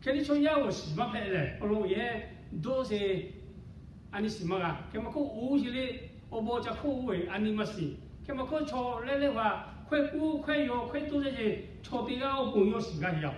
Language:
Lahu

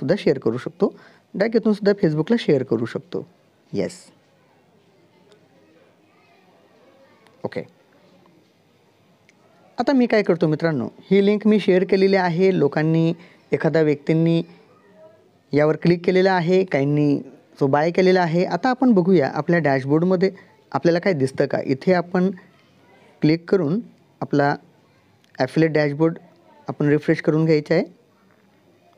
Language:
Marathi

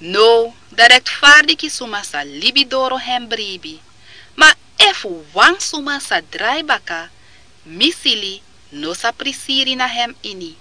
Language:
Sranan Tongo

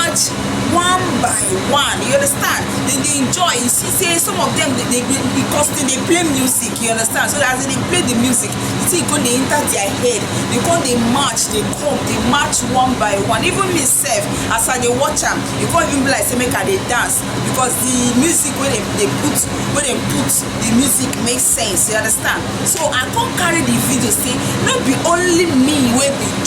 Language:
Nigerian Pidgin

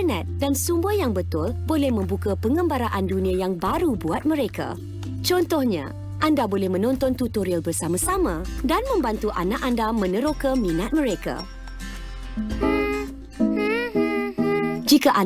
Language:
Malay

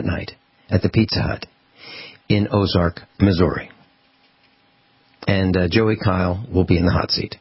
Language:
English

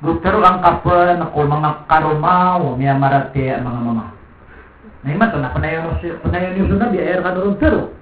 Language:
Maranao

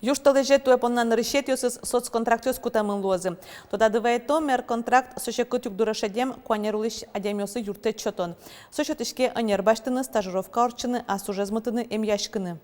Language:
Udmurt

